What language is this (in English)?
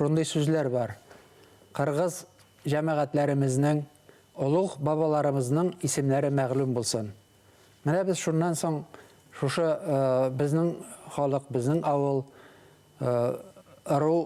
Bashkir